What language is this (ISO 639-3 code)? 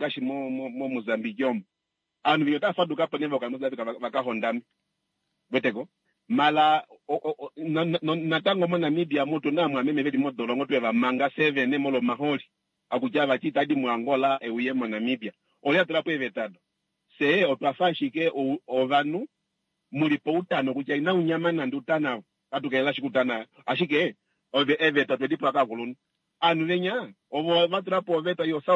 kua